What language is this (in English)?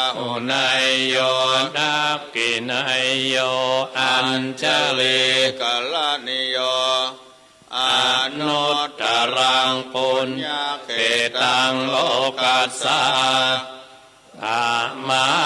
Pali